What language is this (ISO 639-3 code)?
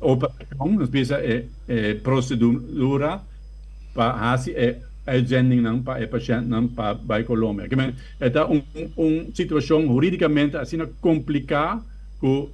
pap